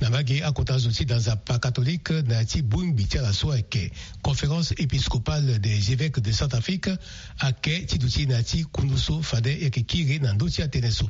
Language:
Sango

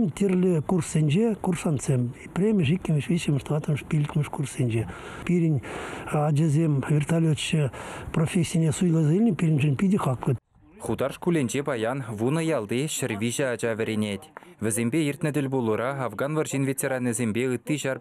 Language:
Chuvash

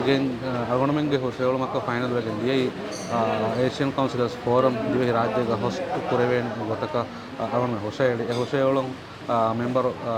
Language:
Divehi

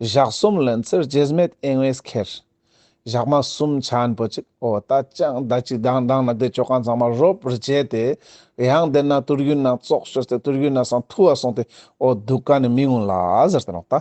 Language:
Ladakhi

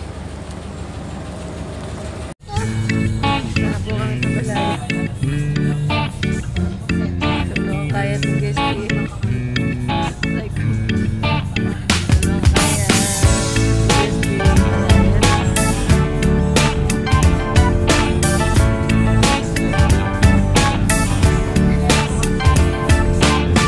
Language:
Filipino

